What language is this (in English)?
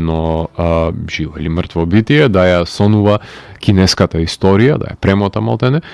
Macedonian